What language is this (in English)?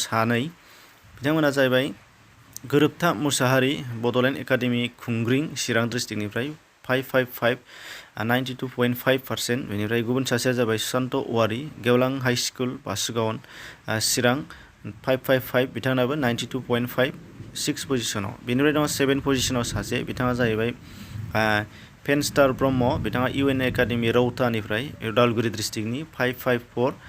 Bodo